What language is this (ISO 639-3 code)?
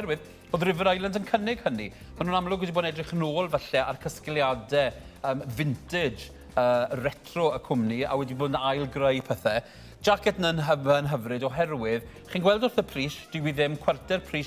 cym